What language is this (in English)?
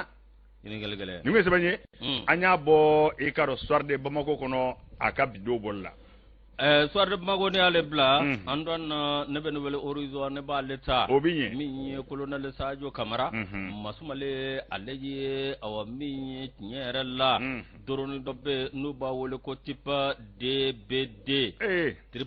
Bambara